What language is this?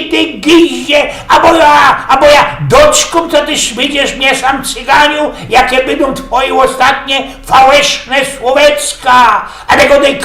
Silesian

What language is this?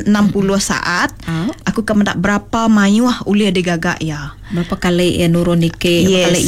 Iban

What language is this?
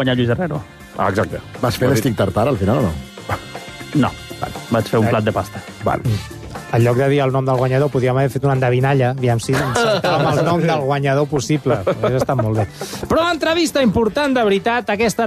Catalan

